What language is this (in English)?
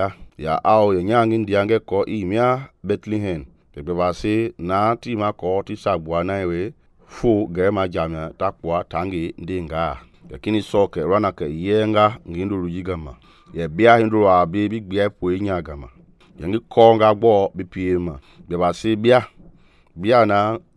Mende